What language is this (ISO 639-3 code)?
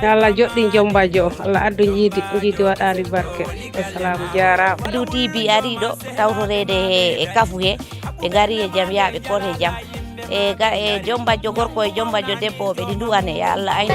ful